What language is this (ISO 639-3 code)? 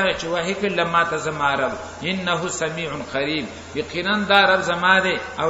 pus